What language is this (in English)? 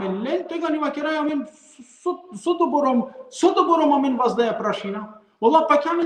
Balkan Romani